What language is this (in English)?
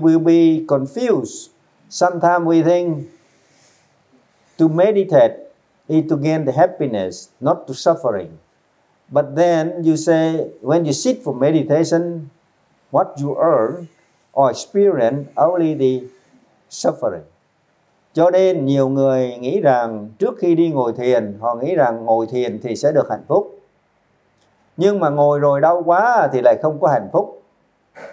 Vietnamese